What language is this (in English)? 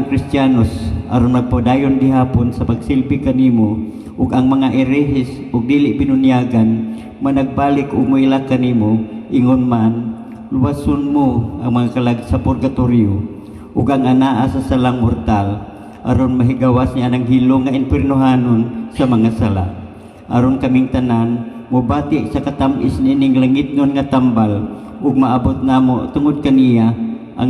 Cebuano